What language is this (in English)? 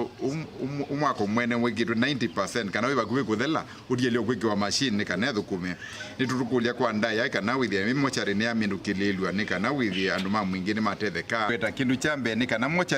Kamba